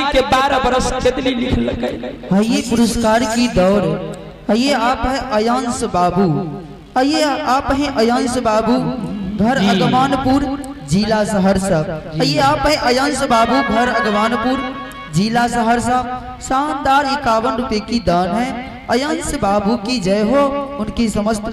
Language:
Maithili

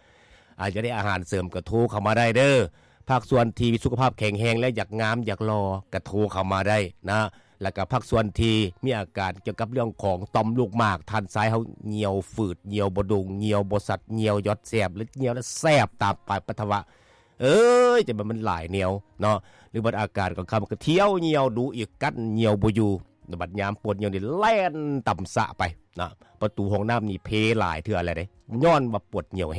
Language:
Lao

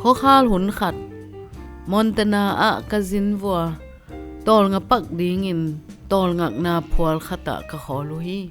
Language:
Tedim Chin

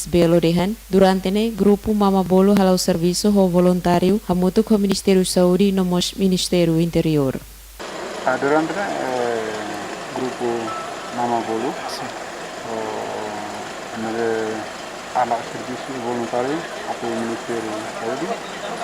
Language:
Tetum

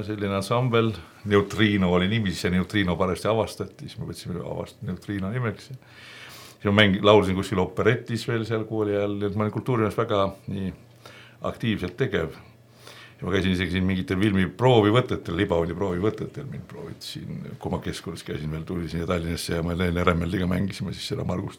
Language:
Estonian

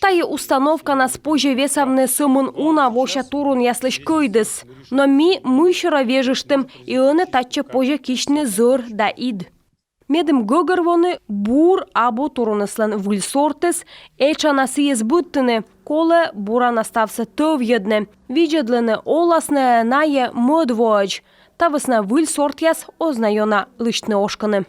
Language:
Komi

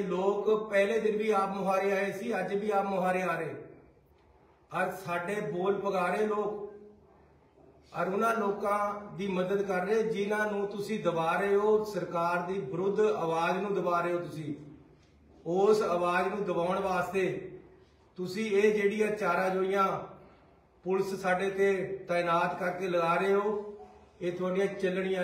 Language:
Punjabi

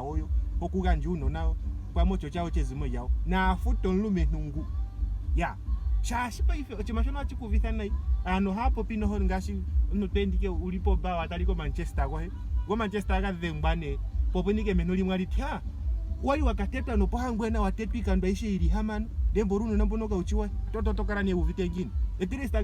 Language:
Ndonga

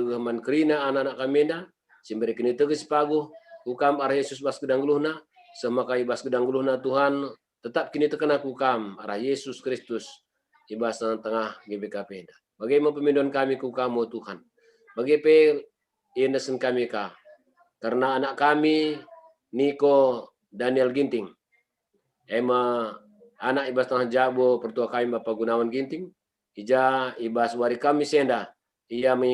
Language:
Batak Karo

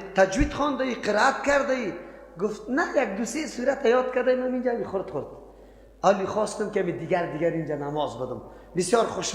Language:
Persian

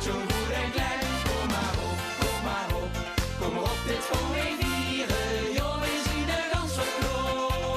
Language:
Limburgish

